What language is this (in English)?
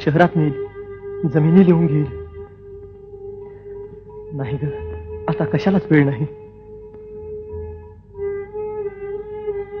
Marathi